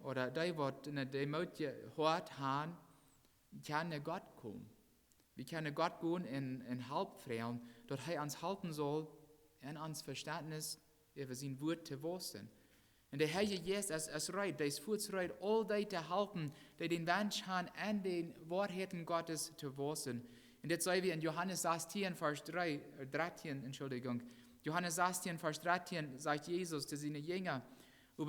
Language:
Plautdietsch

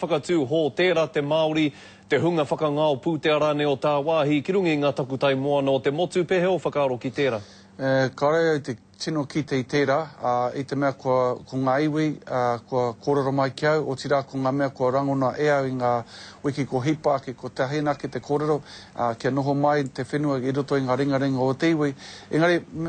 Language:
Māori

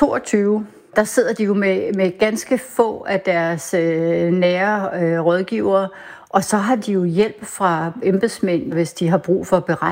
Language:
Danish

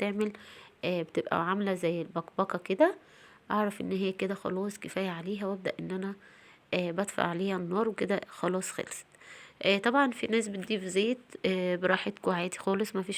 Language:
Egyptian Arabic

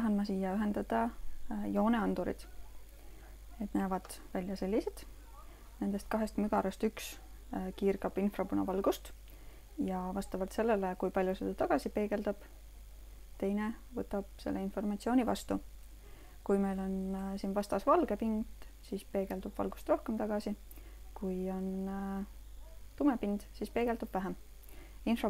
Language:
Estonian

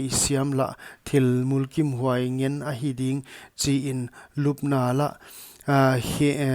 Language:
Paite Chin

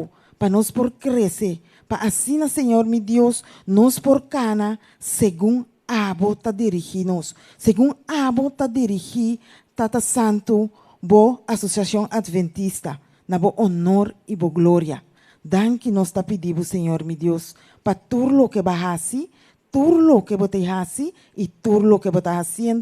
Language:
Papiamento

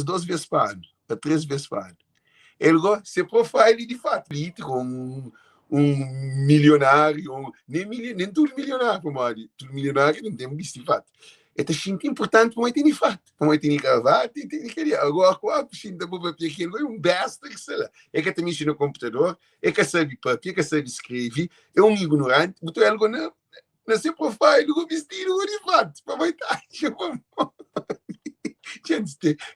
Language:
Kabuverdianu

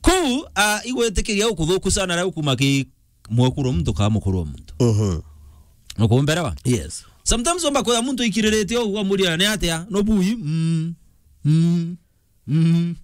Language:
Meru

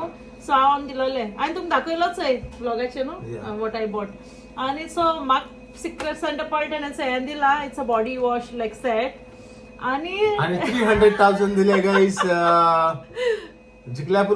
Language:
Konkani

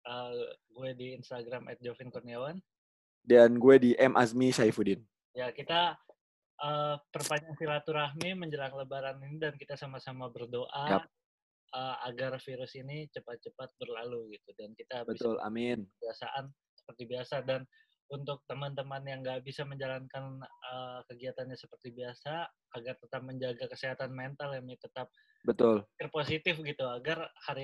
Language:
Indonesian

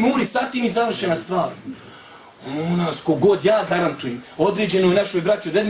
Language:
Bosnian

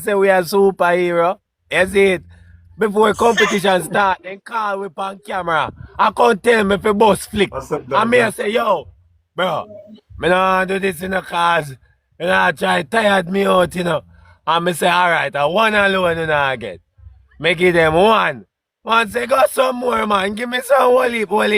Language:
Jamaican Creole English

